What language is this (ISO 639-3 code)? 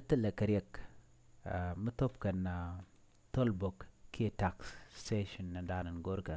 nus